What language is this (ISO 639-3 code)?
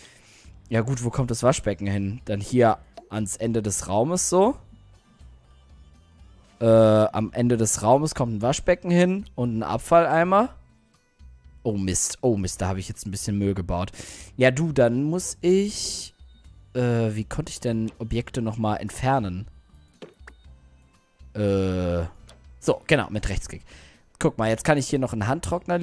deu